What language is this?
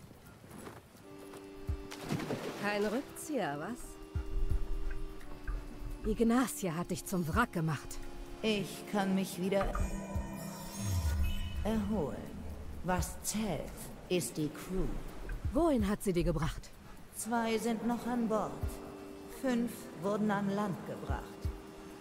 German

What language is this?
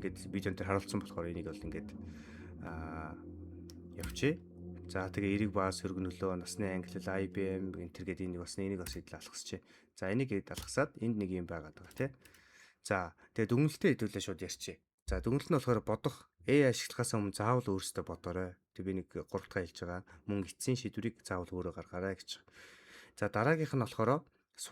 Mongolian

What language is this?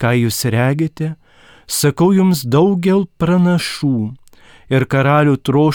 Lithuanian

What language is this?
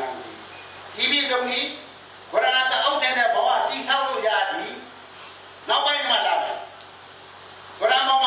Burmese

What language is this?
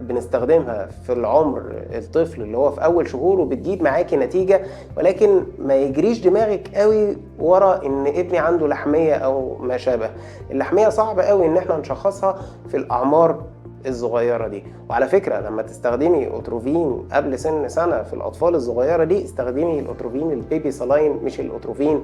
Egyptian Arabic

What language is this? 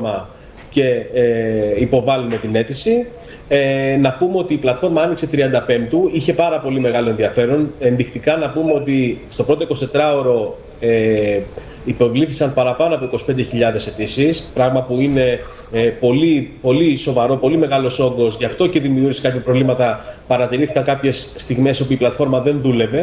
Greek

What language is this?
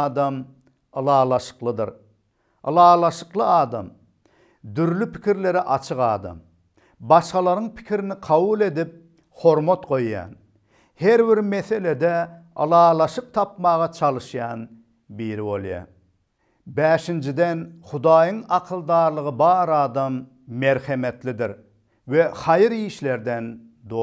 Turkmen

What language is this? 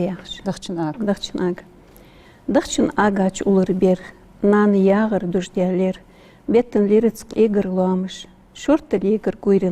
Ingush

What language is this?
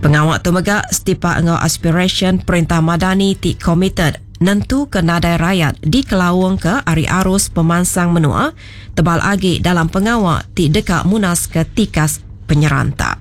Iban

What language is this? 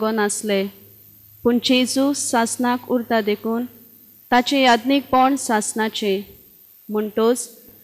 Konkani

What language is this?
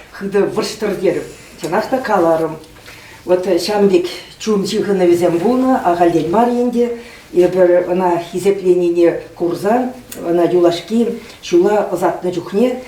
Chuvash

